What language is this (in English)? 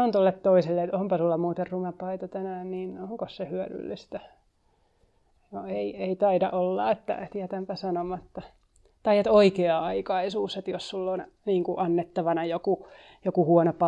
Finnish